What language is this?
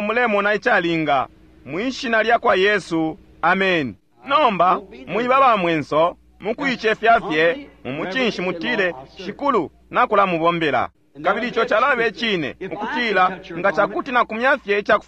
Bemba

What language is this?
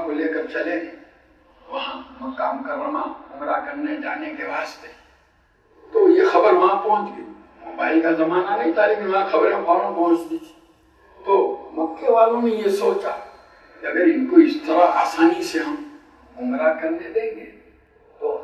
Urdu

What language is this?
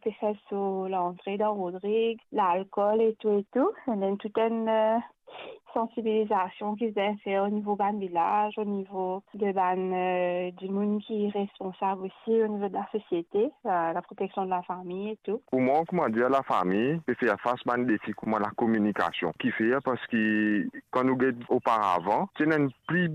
Morisyen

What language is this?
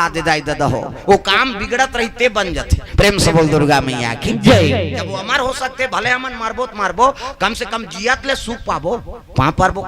Chhattisgarhi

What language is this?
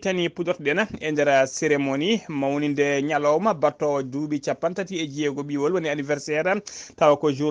Fula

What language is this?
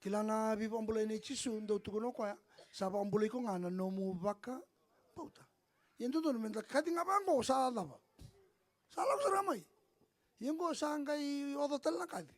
Fijian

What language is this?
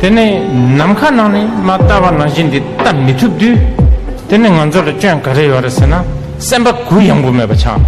Tibetan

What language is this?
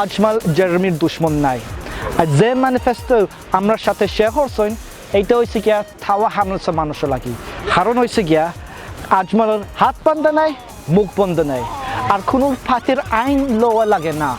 Sylheti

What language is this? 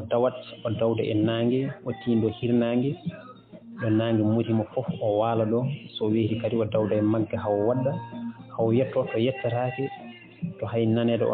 Fula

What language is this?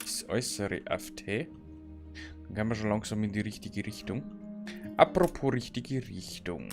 Bavarian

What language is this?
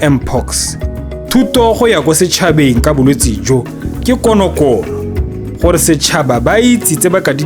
Tswana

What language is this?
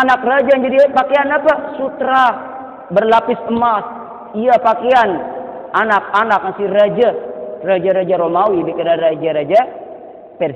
Sasak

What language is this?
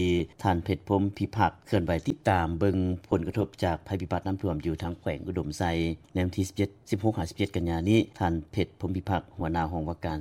Lao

